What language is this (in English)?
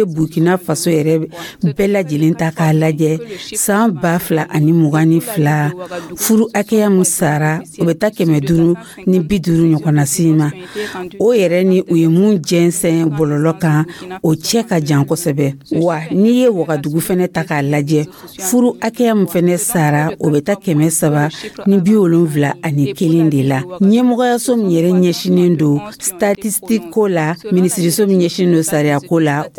Dyula